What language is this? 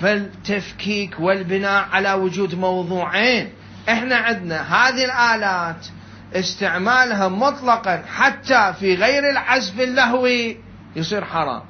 Mesopotamian Arabic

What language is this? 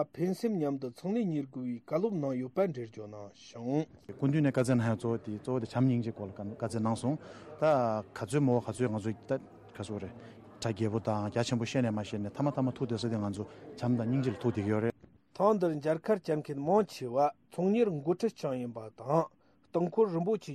Tibetan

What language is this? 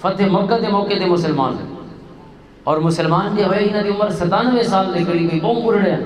Western Panjabi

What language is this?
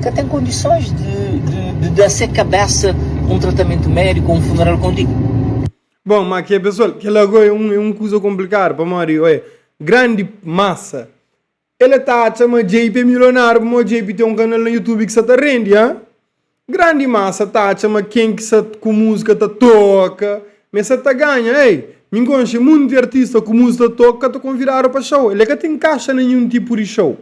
Kabuverdianu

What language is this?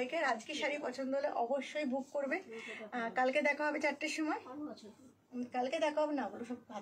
Bangla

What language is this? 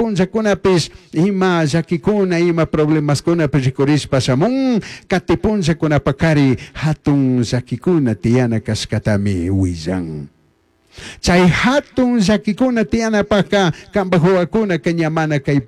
Chimborazo Highland Quichua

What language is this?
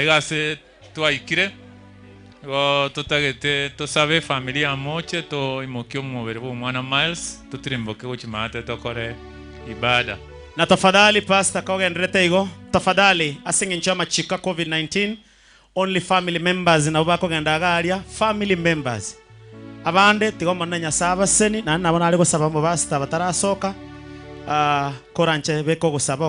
Gusii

